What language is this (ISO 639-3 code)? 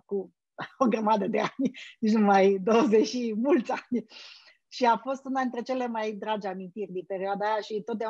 ron